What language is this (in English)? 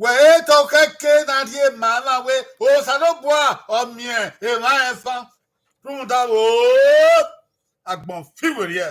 Bini